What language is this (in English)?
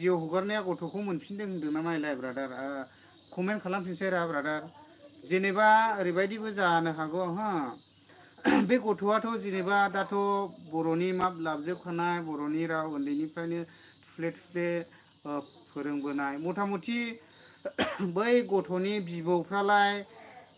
Bodo